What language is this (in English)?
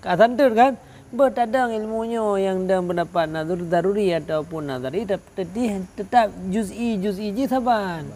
Achinese